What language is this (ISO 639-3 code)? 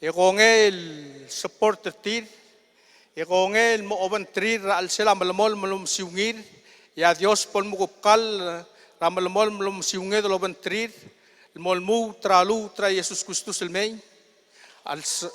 pau